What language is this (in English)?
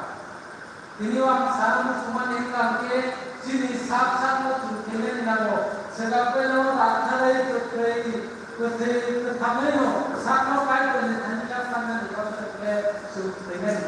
Kok Borok